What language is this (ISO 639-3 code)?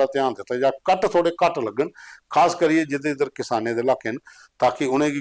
doi